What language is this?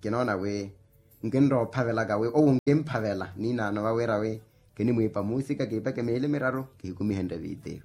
Makhuwa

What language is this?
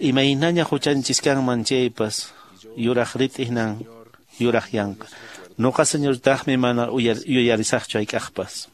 Quechua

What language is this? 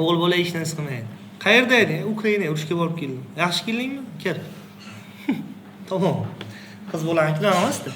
Uzbek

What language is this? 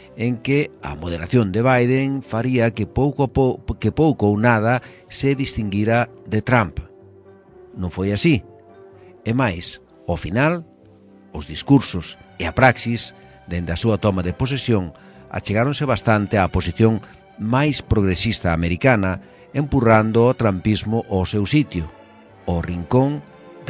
Galician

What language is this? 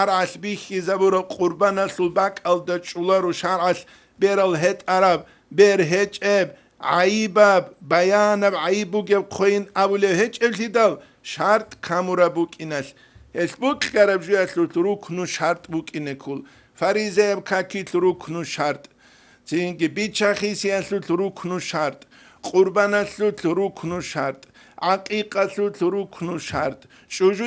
Avaric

